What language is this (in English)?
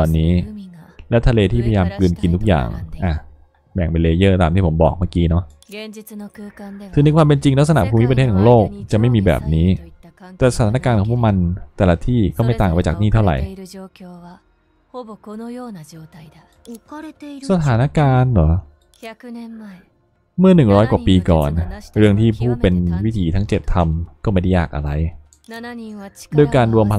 Thai